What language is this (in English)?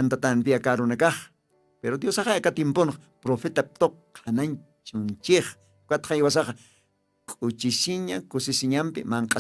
Aymara